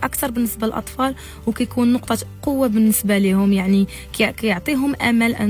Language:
Moroccan Arabic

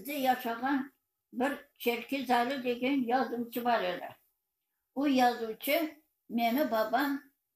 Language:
Crimean Tatar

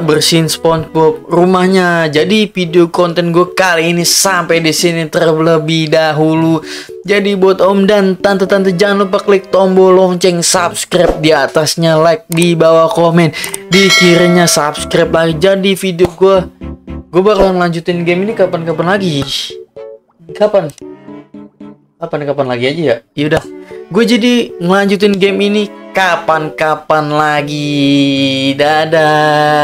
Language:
Indonesian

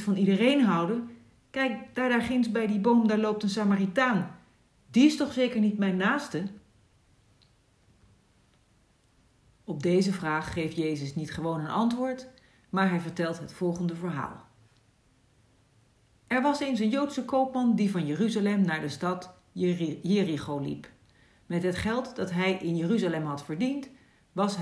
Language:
Dutch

